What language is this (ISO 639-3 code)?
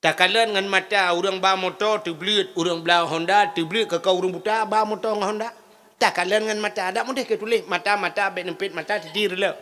ace